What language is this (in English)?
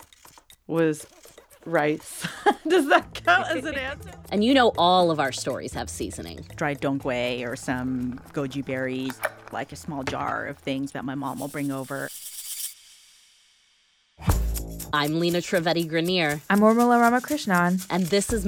English